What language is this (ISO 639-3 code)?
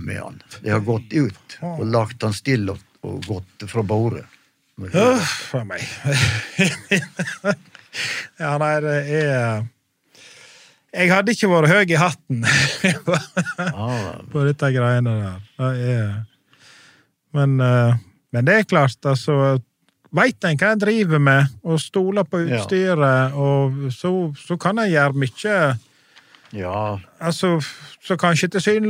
nor